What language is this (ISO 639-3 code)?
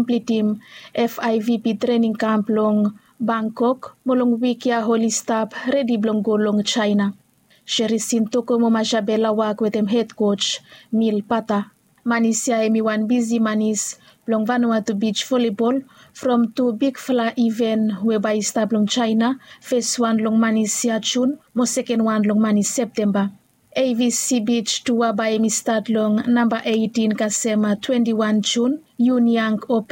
bis